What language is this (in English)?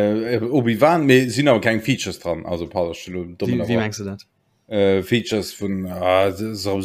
Luxembourgish